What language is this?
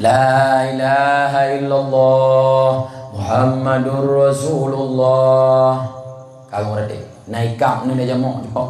Achinese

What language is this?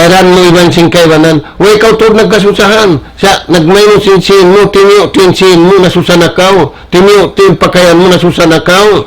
Tausug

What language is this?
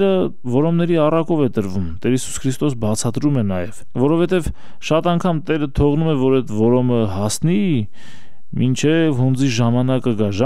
Armenian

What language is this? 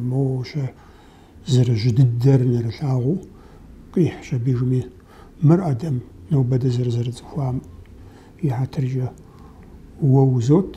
Kabardian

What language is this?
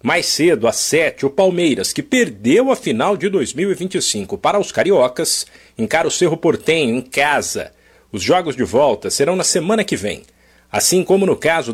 Portuguese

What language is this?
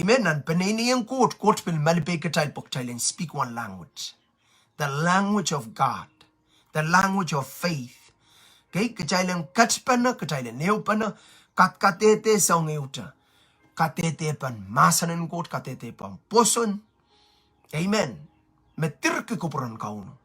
Pohnpeian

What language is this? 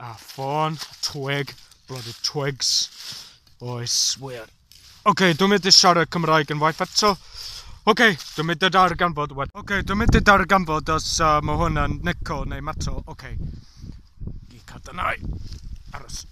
Welsh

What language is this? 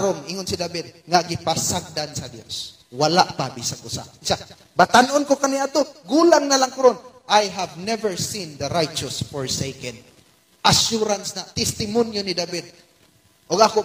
Cebuano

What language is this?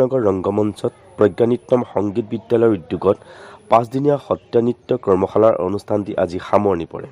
Assamese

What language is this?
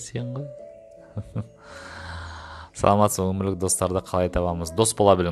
Kazakh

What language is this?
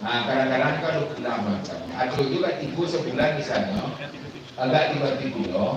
Minangkabau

